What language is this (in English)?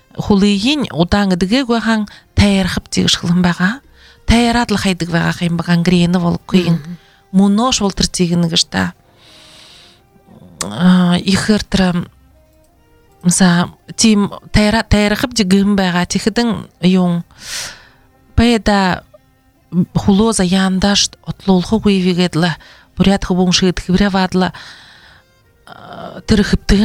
Buriat